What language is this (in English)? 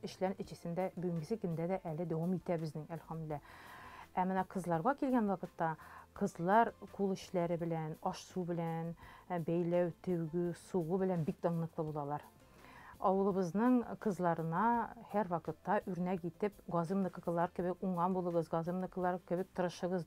Tatar